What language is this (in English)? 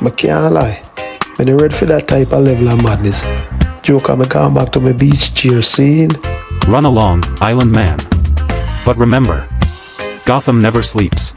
Jamaican Creole English